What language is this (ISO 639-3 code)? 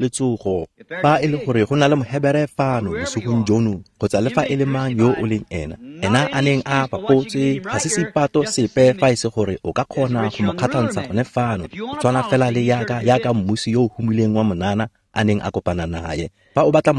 tsn